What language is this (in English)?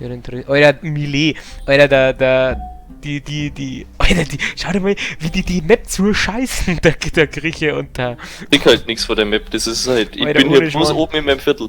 Bavarian